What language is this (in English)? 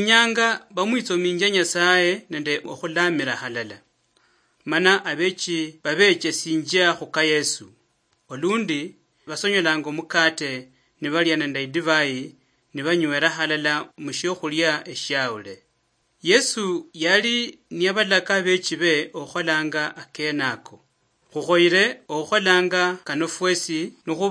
Luyia